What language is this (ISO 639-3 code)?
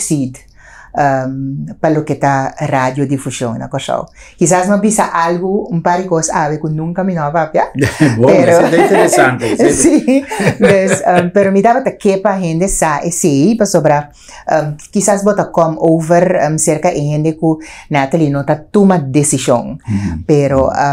pap